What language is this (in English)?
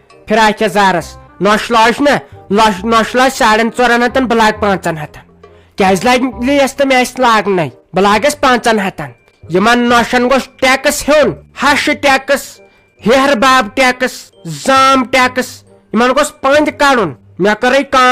Kashmiri